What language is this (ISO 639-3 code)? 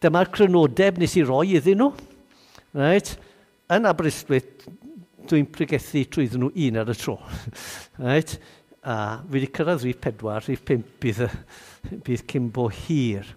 cym